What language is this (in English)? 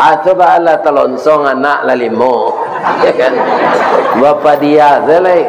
Minangkabau